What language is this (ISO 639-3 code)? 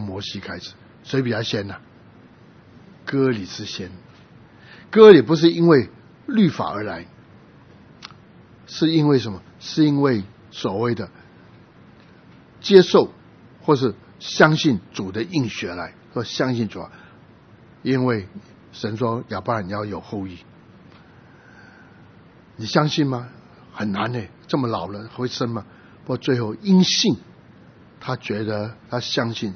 zho